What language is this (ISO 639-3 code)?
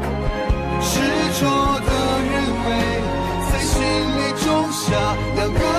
zho